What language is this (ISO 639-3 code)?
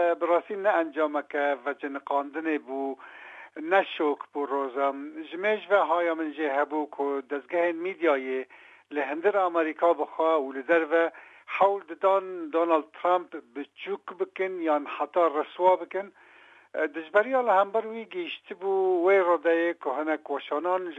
kur